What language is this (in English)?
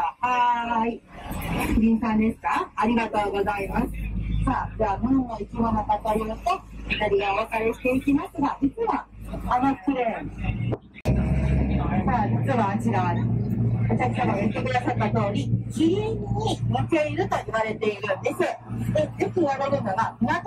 Japanese